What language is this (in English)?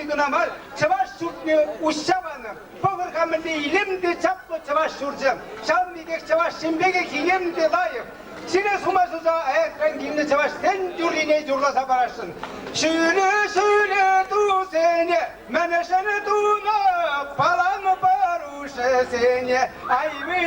Chuvash